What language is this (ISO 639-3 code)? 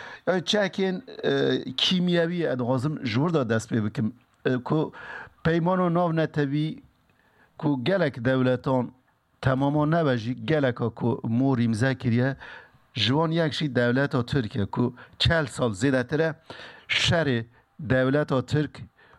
kur